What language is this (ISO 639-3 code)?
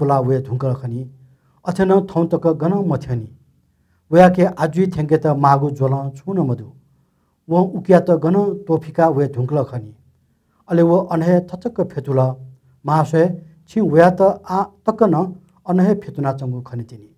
new